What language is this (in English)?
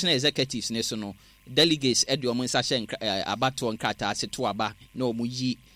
Akan